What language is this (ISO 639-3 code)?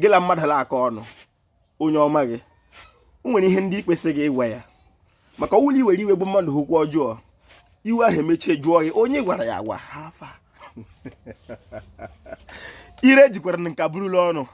ibo